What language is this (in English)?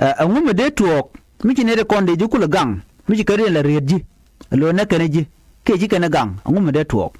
Nuer